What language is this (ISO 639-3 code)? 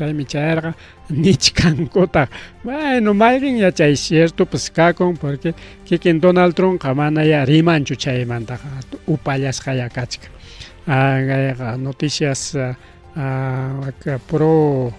quy